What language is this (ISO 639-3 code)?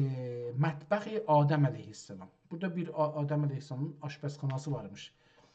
azb